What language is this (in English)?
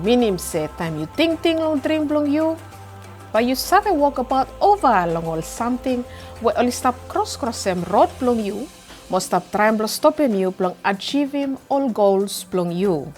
Bislama